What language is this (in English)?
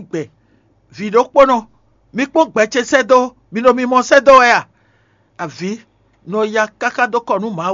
Fon